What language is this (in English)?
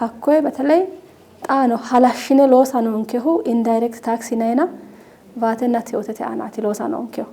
Sidamo